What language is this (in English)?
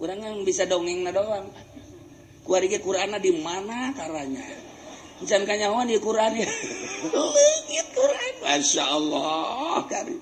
Sundanese